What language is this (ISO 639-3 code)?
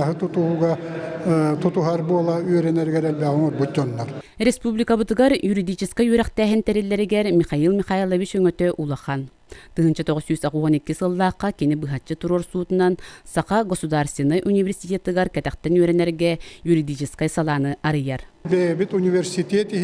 sah